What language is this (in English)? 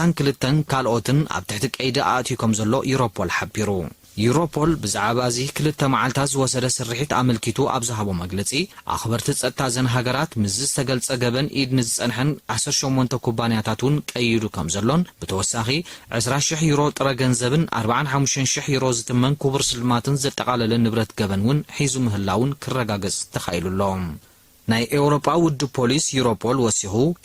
Tigrinya